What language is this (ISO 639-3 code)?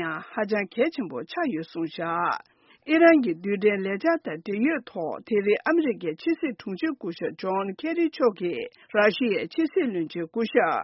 bod